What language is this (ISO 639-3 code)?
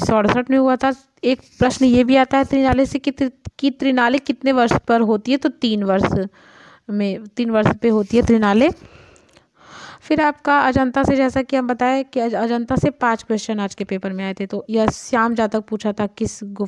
hin